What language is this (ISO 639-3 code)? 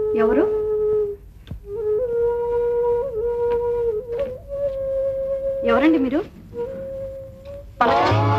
tel